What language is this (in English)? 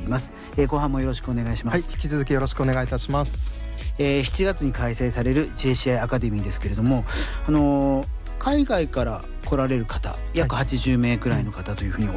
Japanese